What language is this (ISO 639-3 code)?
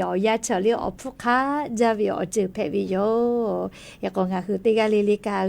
lhu